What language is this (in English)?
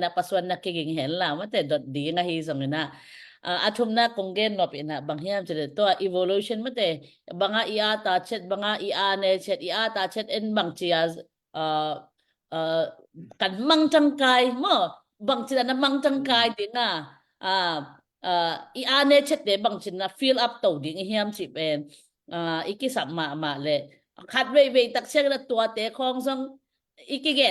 Tedim Chin